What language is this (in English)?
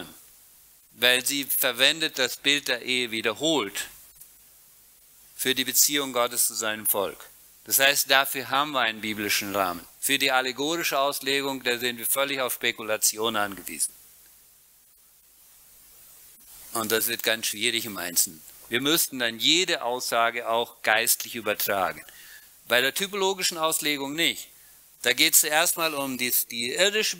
German